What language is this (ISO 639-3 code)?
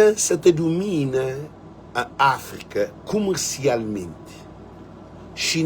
kea